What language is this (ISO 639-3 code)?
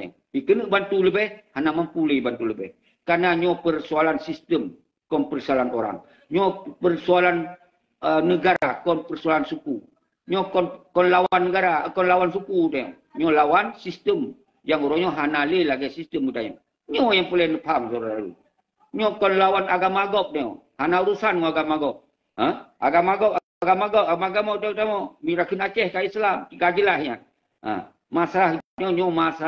ace